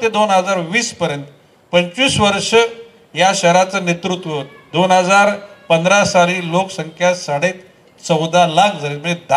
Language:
Marathi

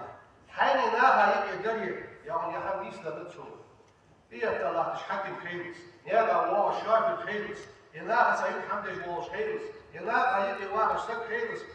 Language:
Ingush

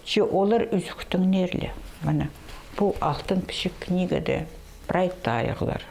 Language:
Khakas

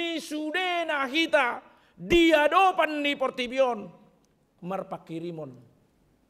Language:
Batak Toba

